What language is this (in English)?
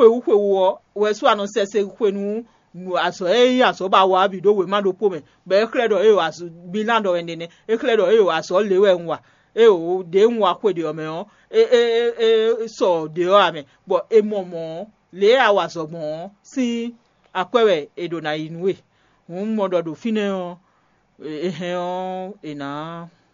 Fon